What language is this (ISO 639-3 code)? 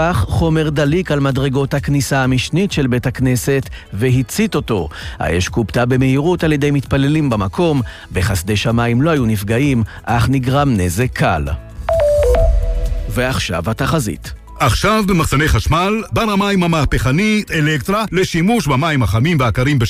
heb